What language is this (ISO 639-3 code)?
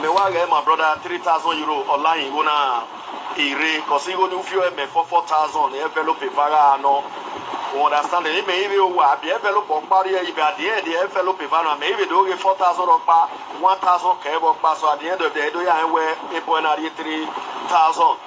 pcm